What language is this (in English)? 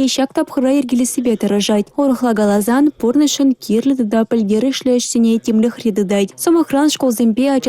Chuvash